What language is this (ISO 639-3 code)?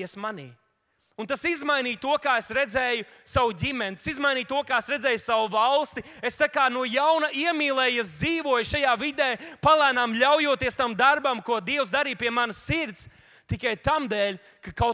lav